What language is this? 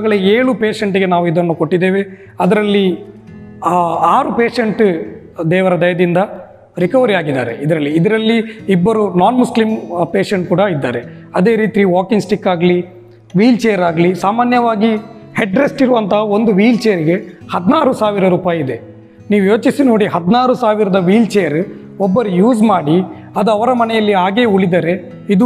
Kannada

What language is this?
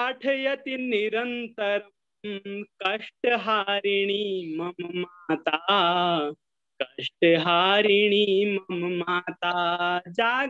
Sanskrit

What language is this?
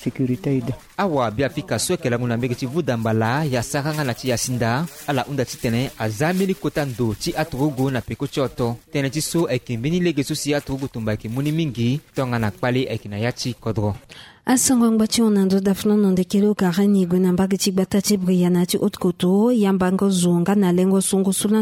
Sango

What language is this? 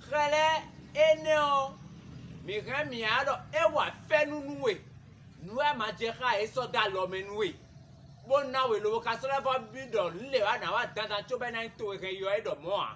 Fon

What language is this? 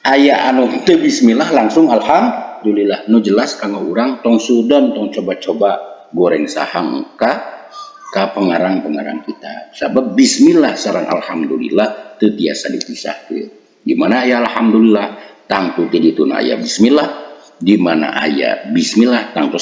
Sundanese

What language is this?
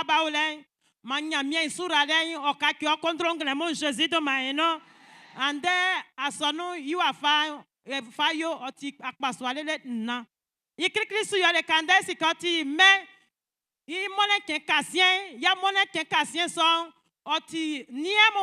Baoulé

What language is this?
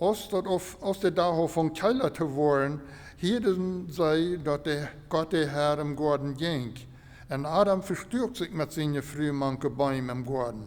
Plautdietsch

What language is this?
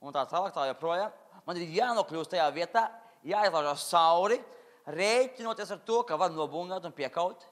Latvian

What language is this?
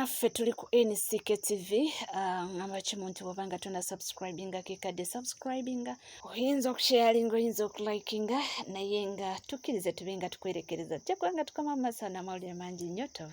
Ganda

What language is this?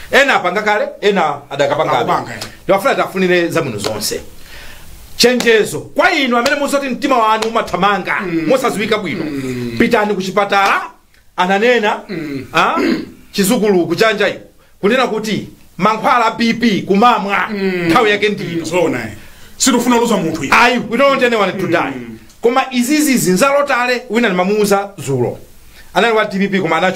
Nyanja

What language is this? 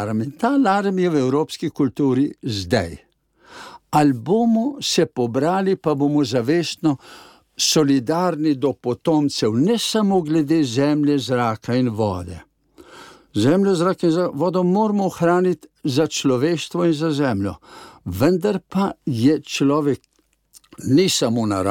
Slovenian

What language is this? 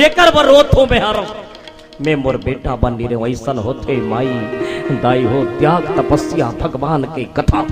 Chhattisgarhi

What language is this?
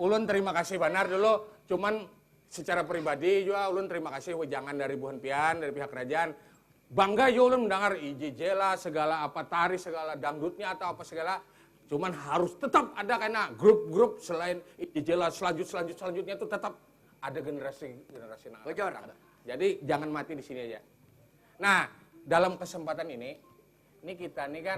Banjar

